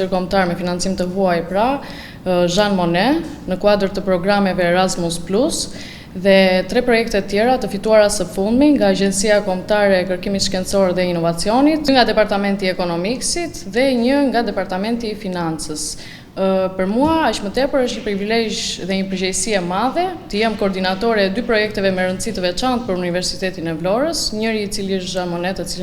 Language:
Albanian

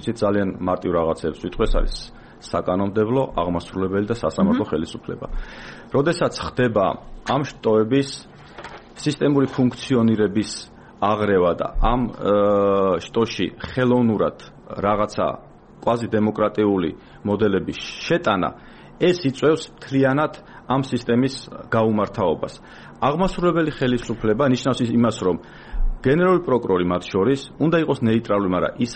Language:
Georgian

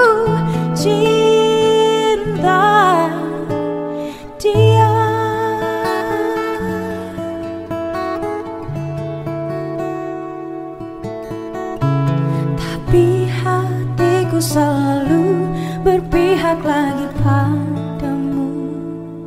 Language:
Indonesian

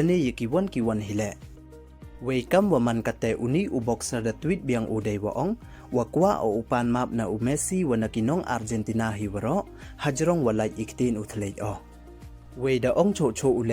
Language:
Pnar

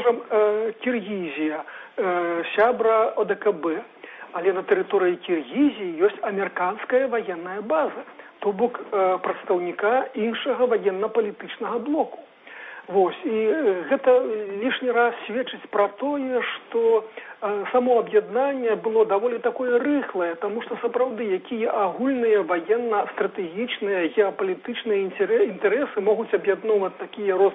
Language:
Belarusian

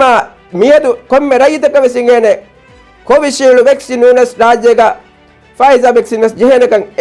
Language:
Divehi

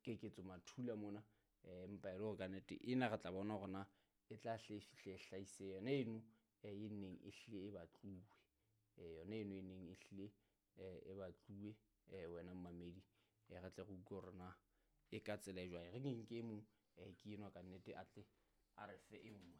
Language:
Southern Sotho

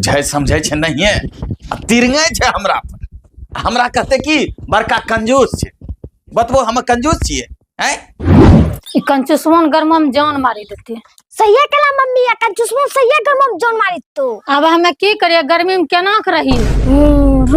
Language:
Angika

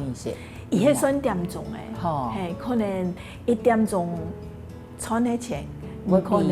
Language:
Hakka Chinese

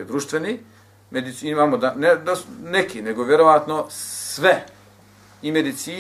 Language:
Bosnian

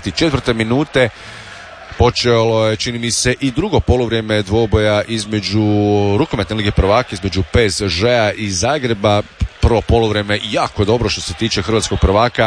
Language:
Croatian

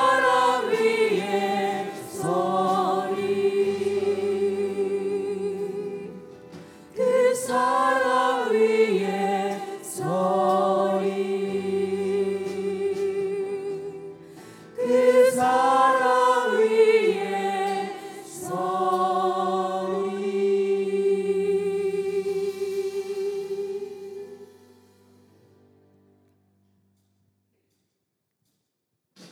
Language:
Korean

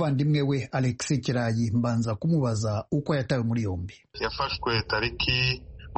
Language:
Kinyarwanda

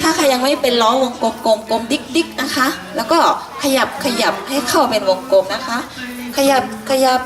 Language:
Lahu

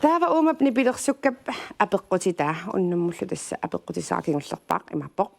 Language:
Kalaallisut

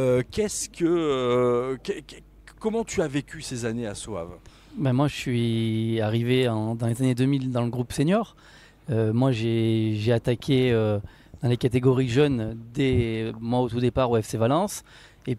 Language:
French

